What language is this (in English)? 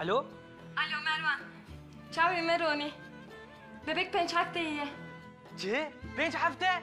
Kurdish